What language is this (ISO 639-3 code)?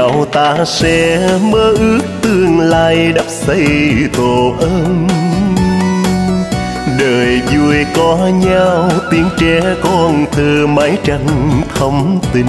vie